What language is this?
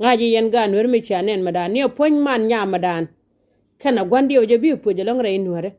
Nuer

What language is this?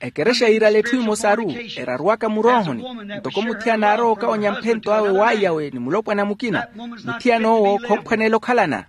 Makhuwa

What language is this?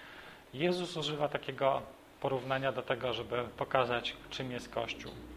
Polish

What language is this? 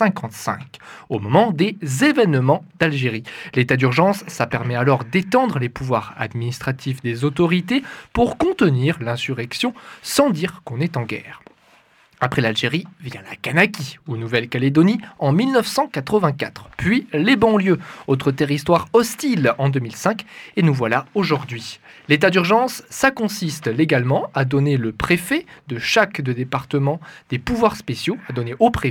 French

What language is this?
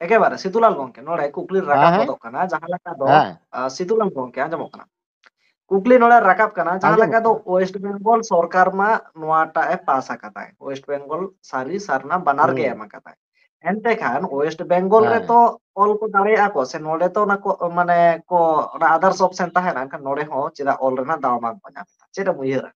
Santali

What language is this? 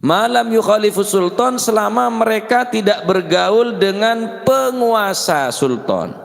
Madurese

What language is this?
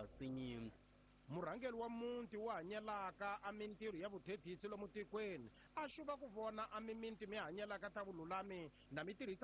Tsonga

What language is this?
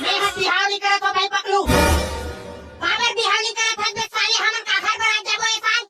Chhattisgarhi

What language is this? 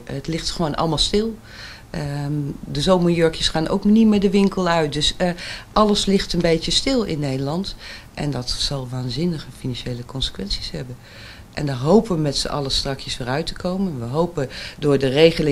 Dutch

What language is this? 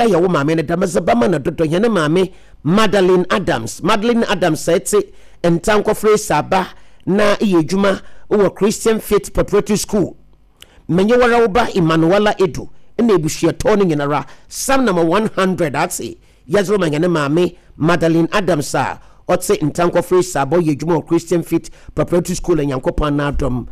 Akan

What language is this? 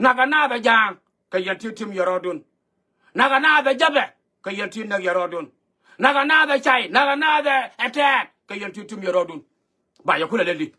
Nuer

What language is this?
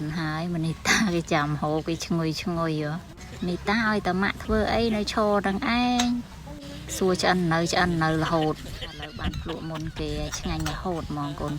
Khmer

